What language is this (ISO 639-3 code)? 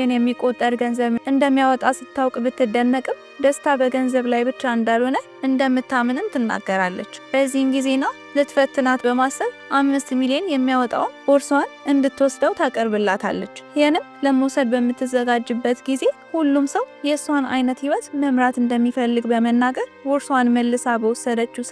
amh